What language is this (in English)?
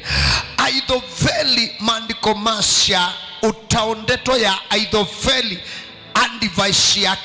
Kamba